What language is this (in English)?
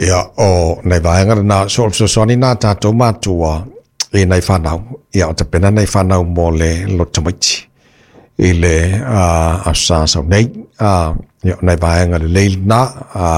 Samoan